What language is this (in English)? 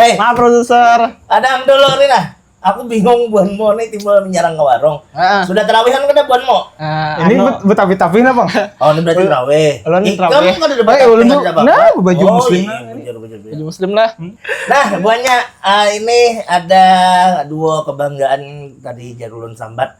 Banjar